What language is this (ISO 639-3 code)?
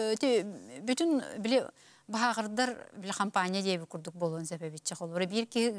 sah